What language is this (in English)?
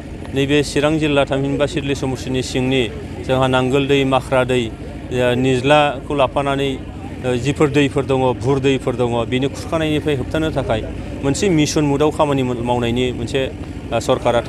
Bodo